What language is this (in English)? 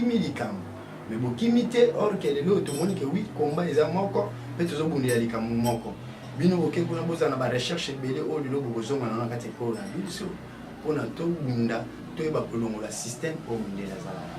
Lingala